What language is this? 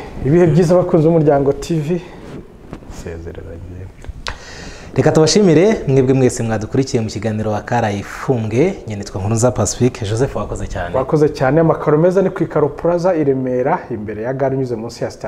Kinyarwanda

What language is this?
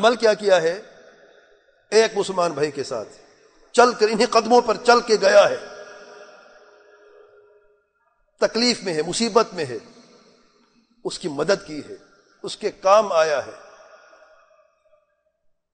Urdu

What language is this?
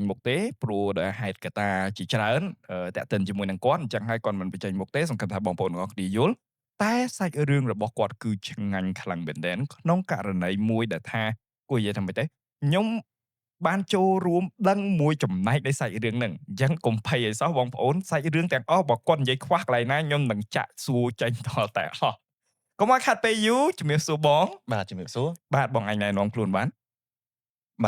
Khmer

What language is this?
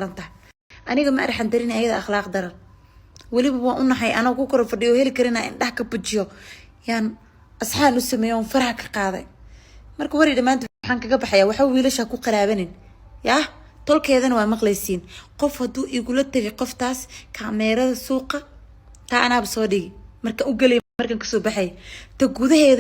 Somali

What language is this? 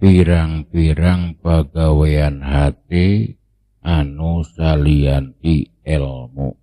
Sundanese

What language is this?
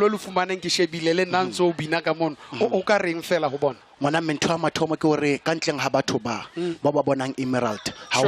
Southern Sotho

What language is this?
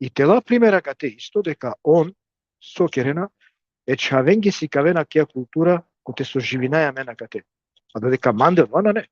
Balkan Romani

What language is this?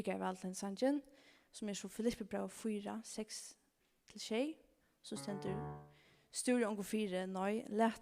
Faroese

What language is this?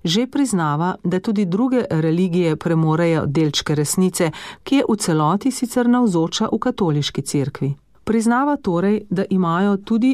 Slovenian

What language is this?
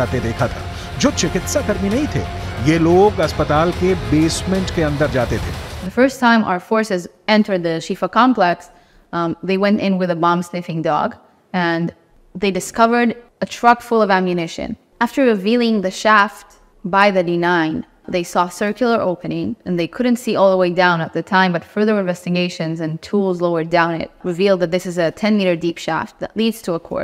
Hindi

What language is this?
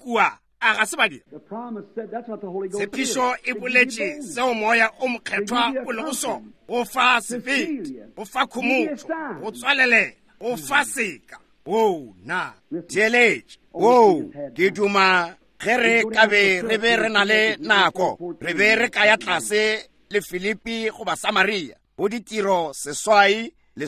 Northern Sotho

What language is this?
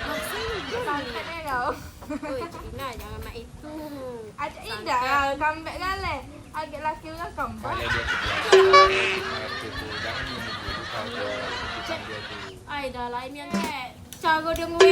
Musi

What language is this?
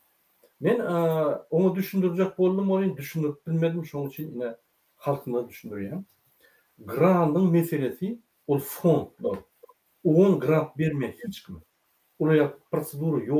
Turkmen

